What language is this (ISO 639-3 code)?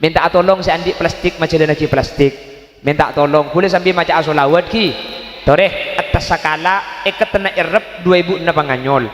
mad